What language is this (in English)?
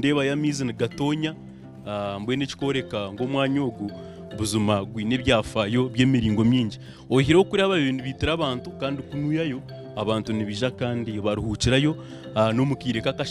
Nyankole